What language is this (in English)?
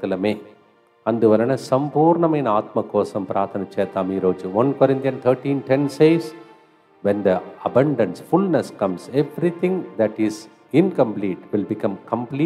Telugu